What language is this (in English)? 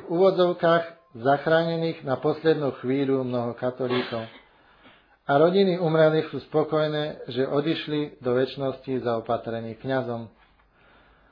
Slovak